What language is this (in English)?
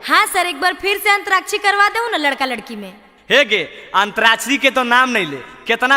Magahi